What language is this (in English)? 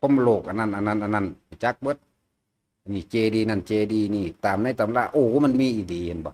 Northeastern Thai